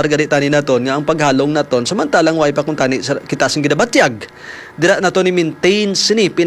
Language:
Hiligaynon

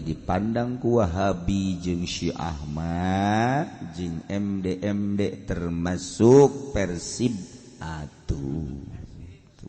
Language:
Sundanese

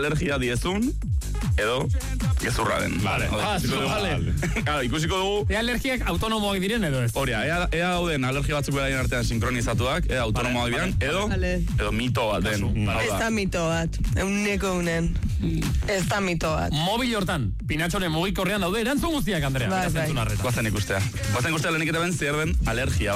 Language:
Basque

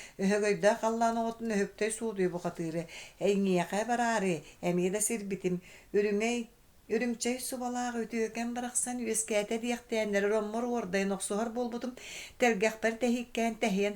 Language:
Yakut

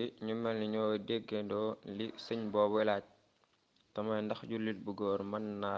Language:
Wolof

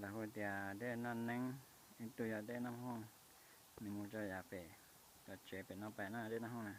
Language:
Hmong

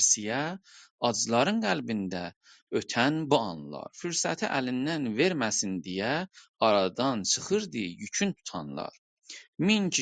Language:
South Azerbaijani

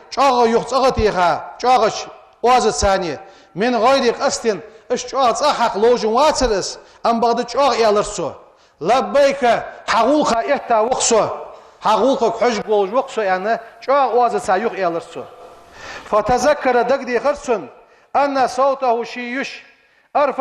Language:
Ingush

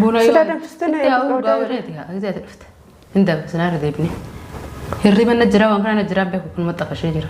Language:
Oromo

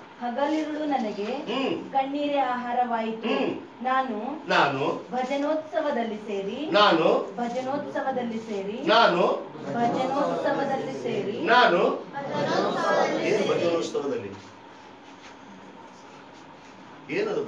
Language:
Kannada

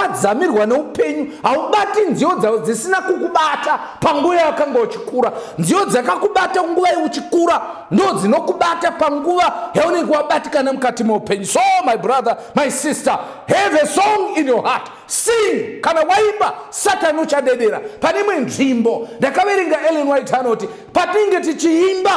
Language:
Shona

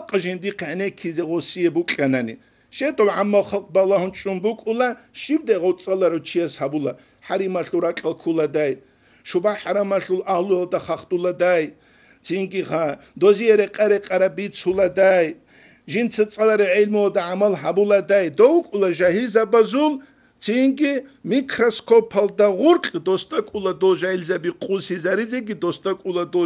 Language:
Avaric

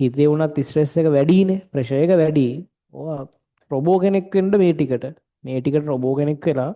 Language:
Sinhala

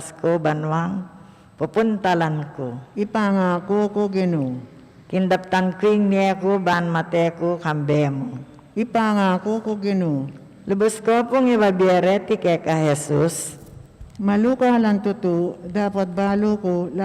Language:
Pampanga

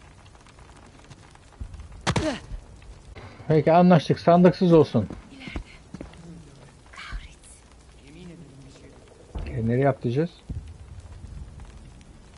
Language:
Turkish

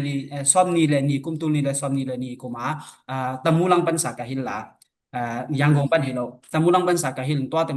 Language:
Tedim Chin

